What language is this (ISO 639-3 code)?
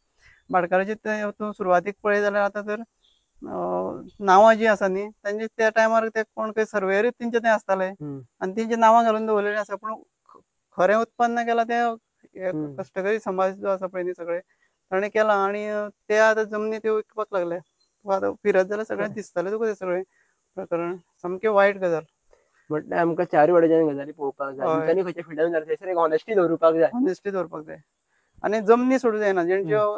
kok